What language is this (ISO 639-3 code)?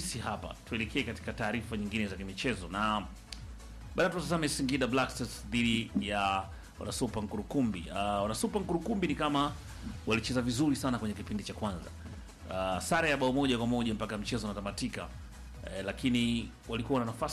swa